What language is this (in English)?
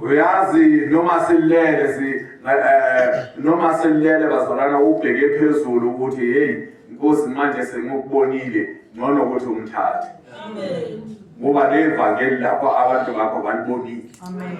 Zulu